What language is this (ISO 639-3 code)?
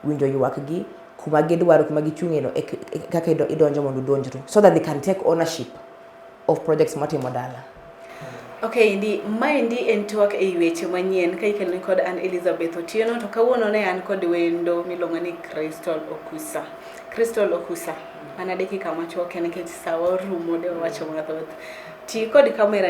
luo